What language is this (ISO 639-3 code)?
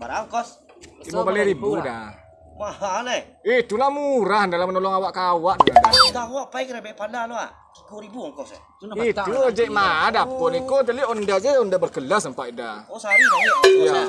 min